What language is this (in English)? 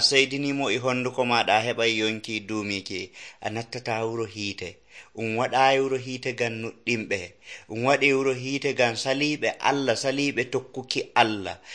Nigerian Fulfulde